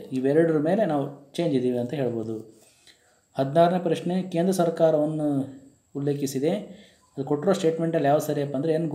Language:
Kannada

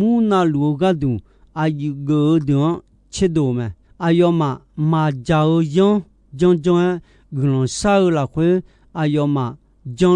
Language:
Akha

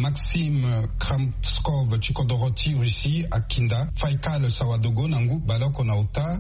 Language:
Sango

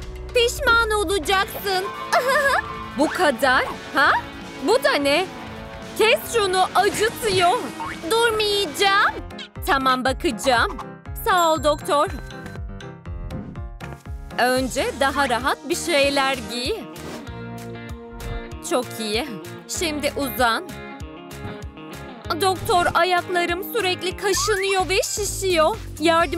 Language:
Turkish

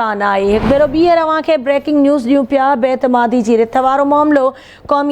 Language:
Sindhi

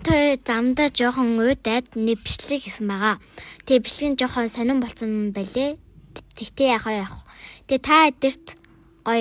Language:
Mongolian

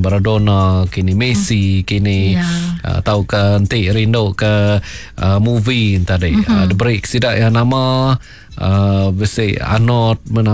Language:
Iban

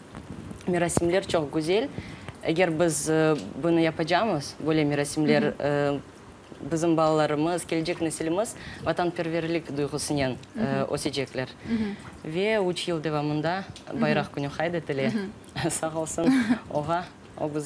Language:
Crimean Tatar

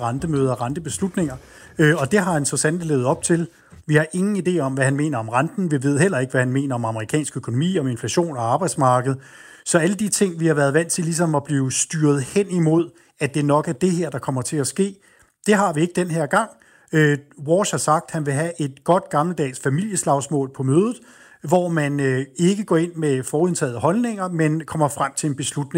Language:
Danish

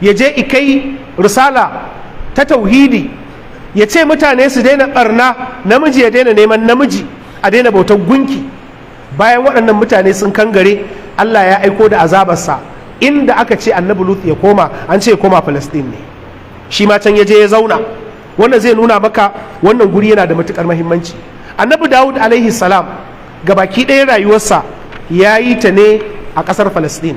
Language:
Hausa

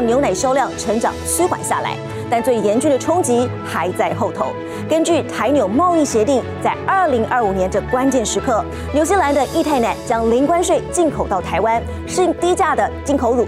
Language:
Chinese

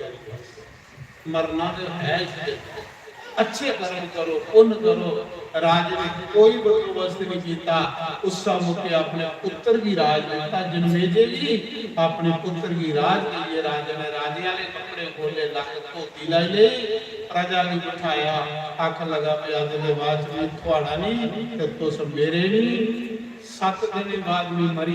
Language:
Dogri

